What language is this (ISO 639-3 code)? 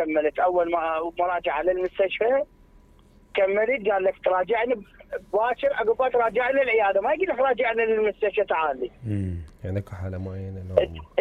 acm